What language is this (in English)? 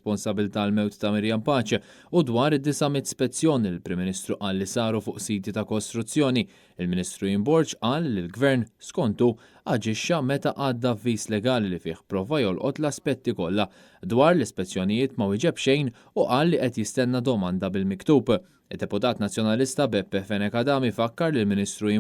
Maltese